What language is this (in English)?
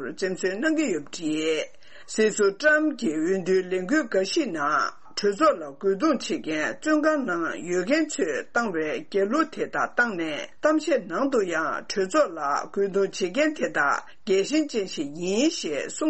Tibetan